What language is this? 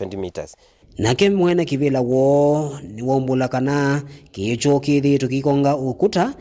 Kamba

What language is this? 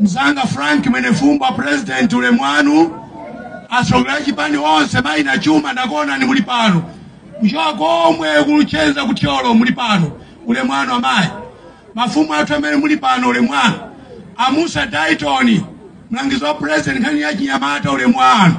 Nyanja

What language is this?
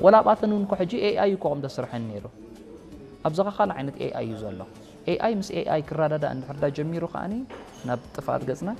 Tigrinya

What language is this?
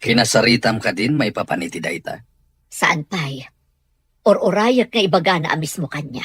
Iloko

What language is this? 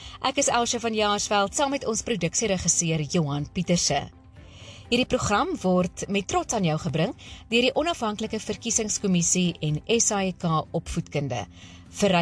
Afrikaans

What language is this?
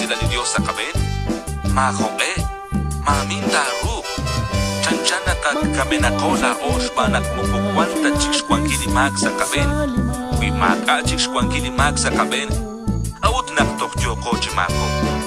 Kekchí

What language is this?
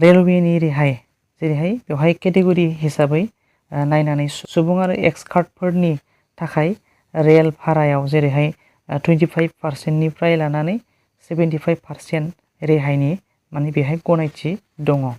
Bodo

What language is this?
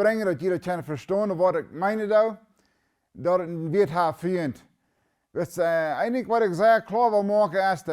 Plautdietsch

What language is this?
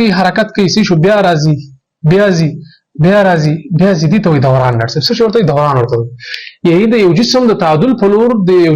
Pashto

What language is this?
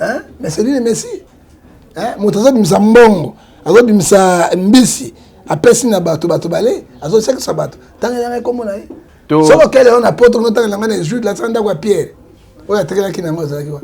Lingala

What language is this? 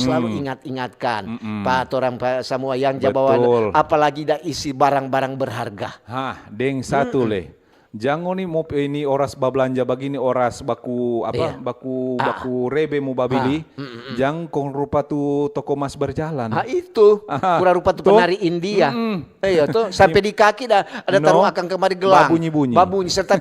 Manado Malay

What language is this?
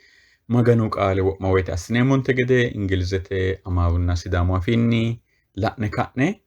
Sidamo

